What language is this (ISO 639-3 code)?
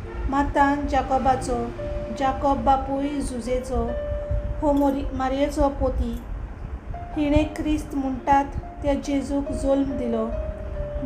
kok